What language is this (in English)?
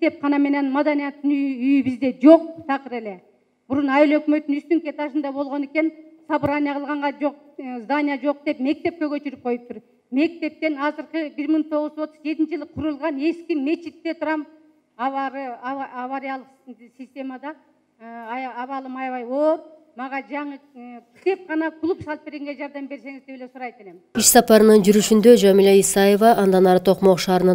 Kyrgyz